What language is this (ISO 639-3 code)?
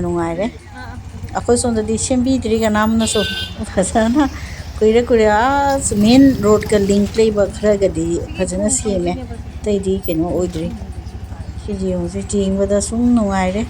mni